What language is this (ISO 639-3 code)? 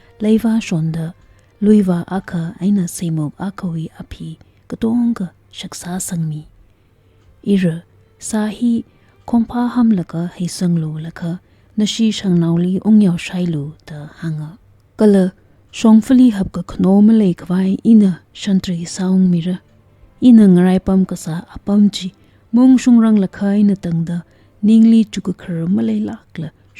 nmf